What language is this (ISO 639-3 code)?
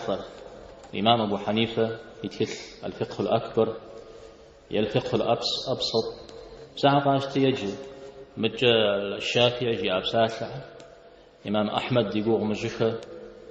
kbd